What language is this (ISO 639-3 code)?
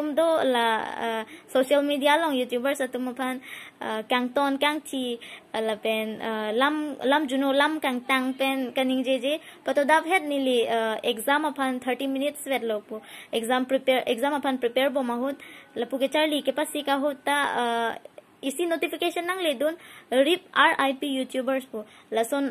mjw